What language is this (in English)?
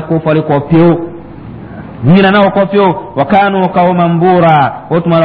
Dyula